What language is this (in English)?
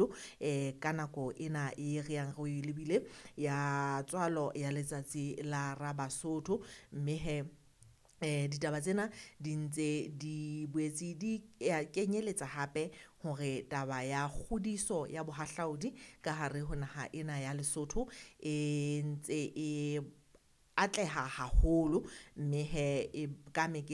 Southern Sotho